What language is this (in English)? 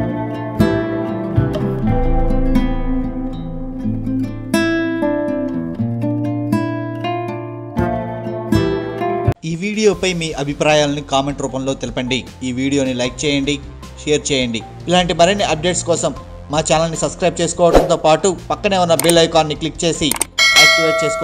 Telugu